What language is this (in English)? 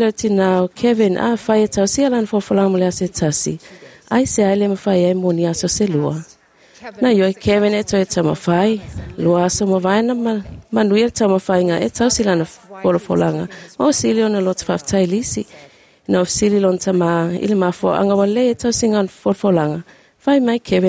Samoan